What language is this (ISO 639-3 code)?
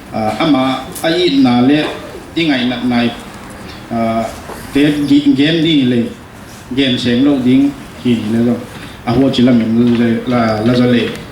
pck